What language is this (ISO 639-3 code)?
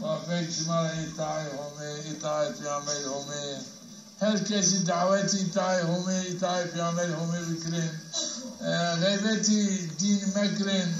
zza